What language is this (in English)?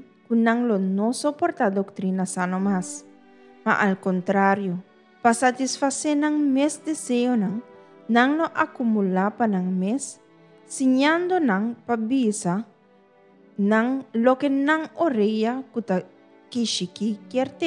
Papiamento